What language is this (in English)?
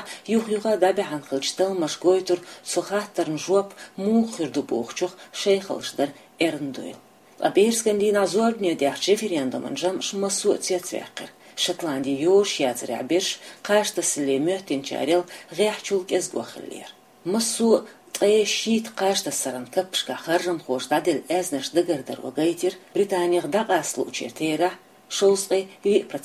Chechen